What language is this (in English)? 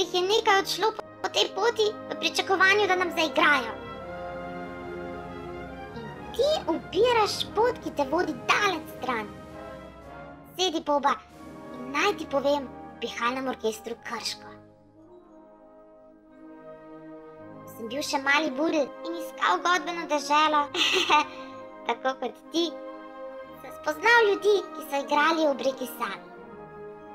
Slovenian